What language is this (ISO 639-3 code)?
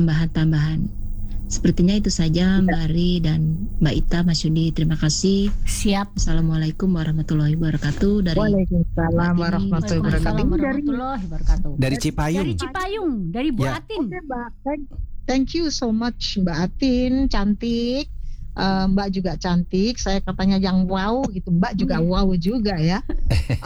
ind